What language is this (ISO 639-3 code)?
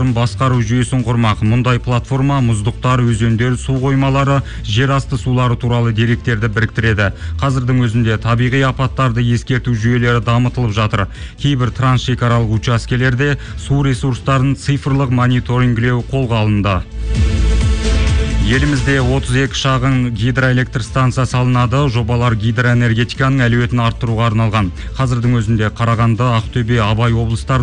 kaz